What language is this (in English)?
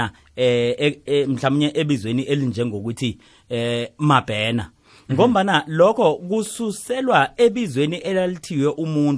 South Ndebele